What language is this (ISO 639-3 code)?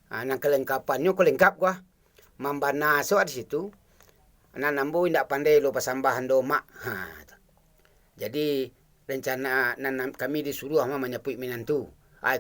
min